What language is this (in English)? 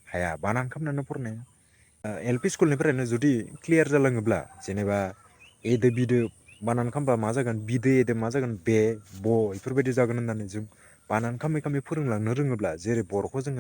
Bodo